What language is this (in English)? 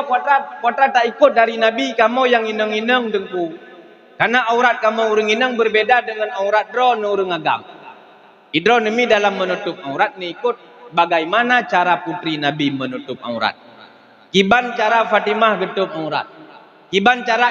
Achinese